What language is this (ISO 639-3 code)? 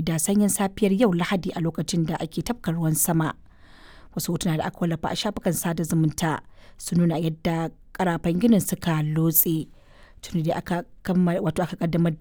hau